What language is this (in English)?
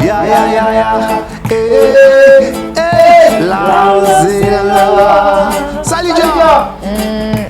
Fula